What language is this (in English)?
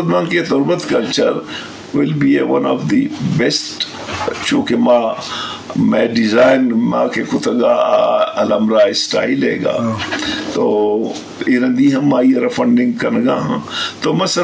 Eastern Balochi